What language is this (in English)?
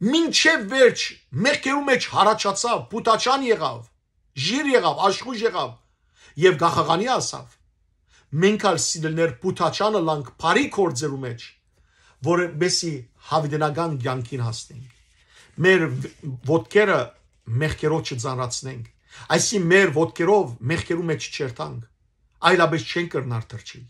Western Armenian